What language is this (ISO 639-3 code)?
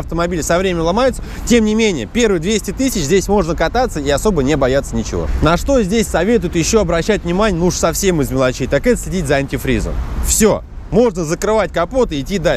rus